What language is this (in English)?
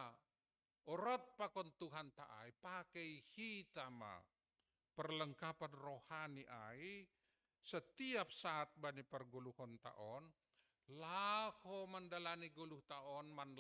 Batak Simalungun